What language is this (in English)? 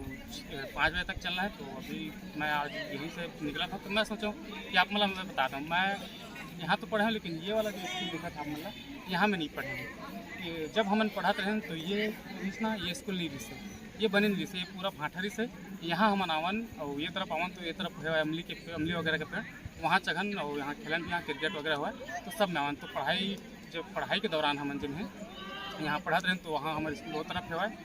Chhattisgarhi